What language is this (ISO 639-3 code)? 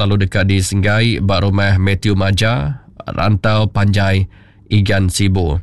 iba